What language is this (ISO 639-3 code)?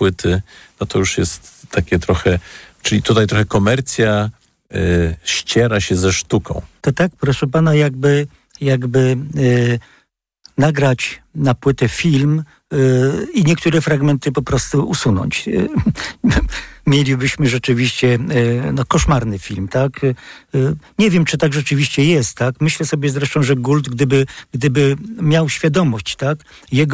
pol